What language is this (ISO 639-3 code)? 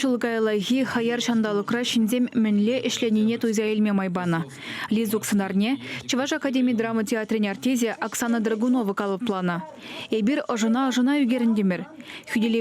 chv